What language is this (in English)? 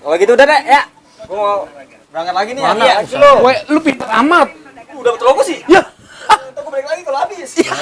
Betawi